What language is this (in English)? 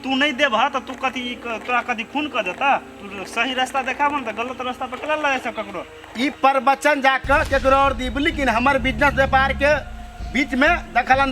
Maithili